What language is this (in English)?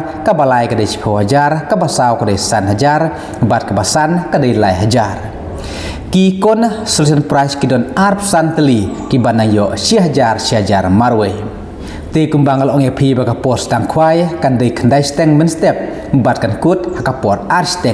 Khasi